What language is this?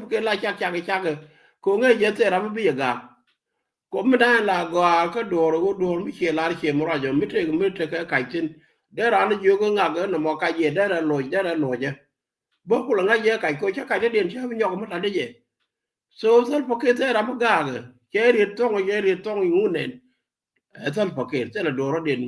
Nuer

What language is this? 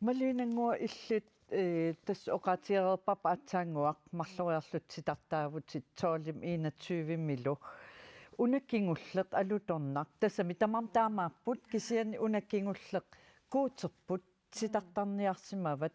Kalaallisut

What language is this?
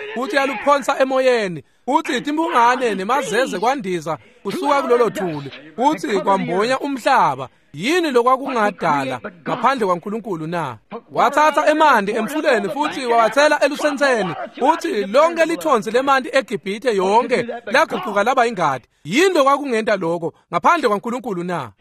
Swati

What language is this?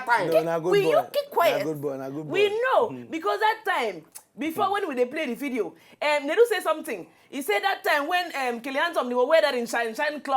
Nigerian Pidgin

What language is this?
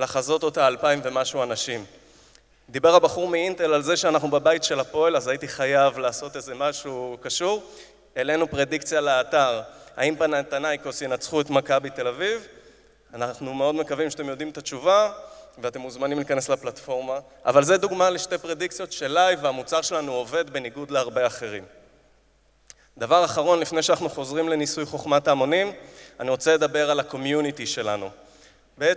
Hebrew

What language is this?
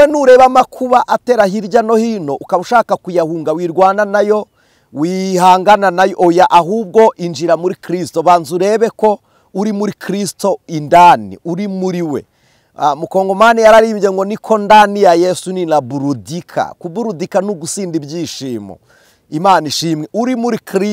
Kinyarwanda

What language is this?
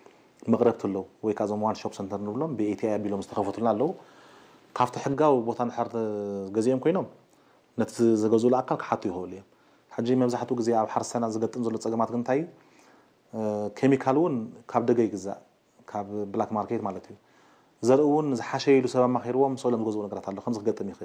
Tigrinya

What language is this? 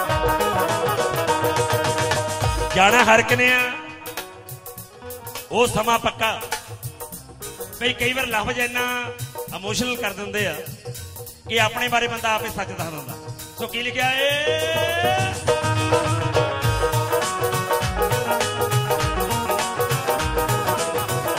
Punjabi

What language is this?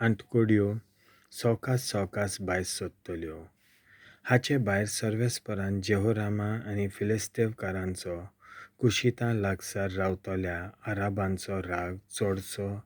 Konkani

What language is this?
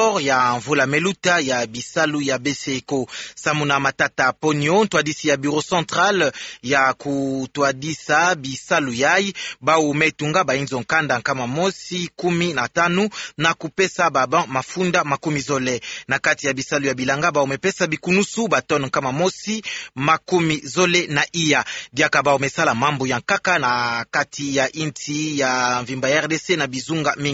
Kituba (Democratic Republic of Congo)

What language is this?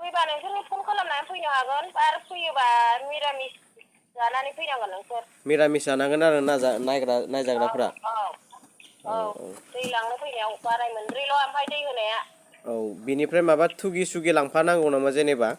Bodo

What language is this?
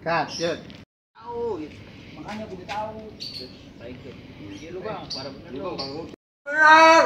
Betawi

